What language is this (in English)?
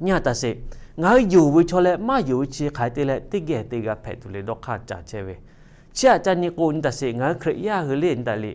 Lahu